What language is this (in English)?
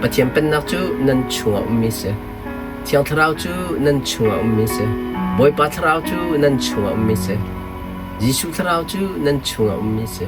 Hakha Chin